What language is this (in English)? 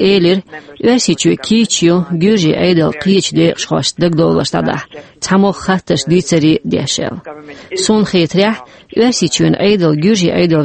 Chechen